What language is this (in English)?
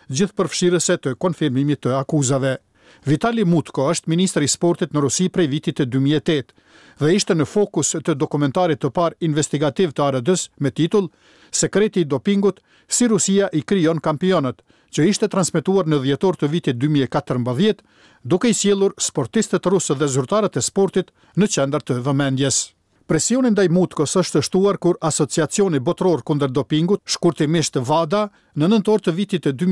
Albanian